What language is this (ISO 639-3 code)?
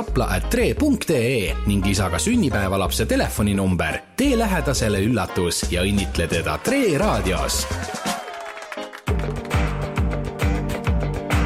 est